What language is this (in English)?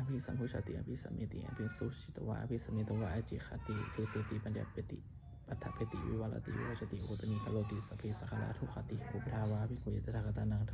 Pali